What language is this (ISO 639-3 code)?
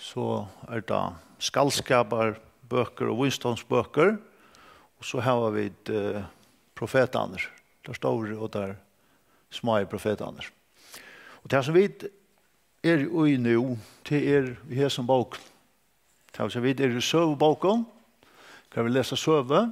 fao